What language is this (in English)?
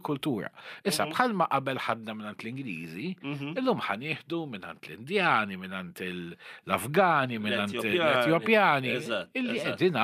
Maltese